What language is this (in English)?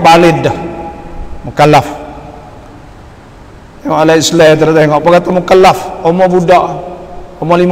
Malay